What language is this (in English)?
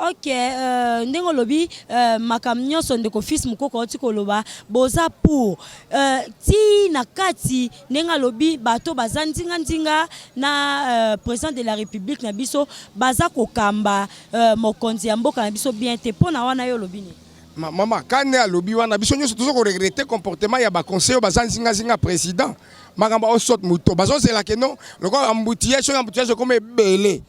Lingala